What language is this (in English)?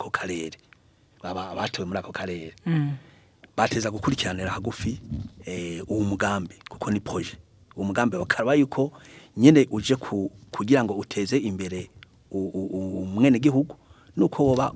Rundi